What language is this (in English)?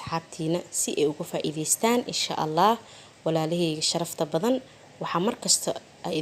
Somali